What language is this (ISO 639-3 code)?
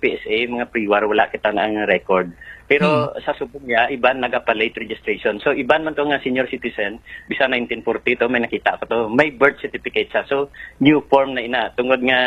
hil